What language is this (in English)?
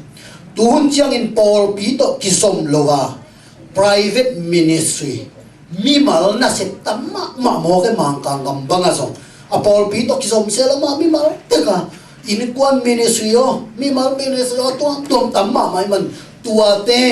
Tedim Chin